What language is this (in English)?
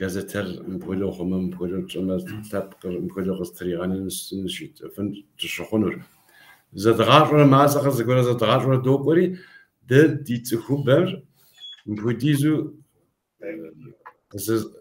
Kabardian